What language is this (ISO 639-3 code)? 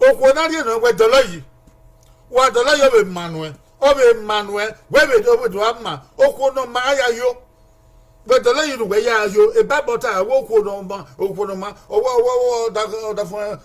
bin